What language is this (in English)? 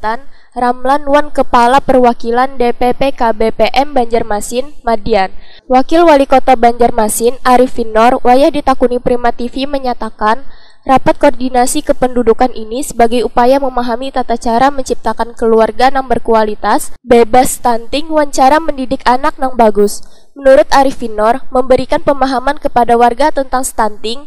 Banjar